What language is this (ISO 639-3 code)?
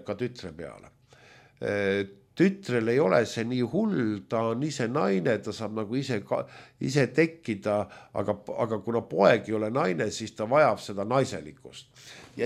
est